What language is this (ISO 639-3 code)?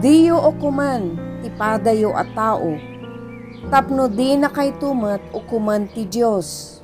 ilo